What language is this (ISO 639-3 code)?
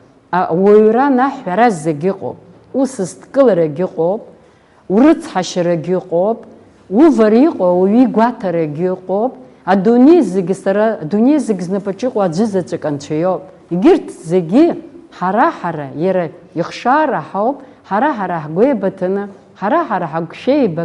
abk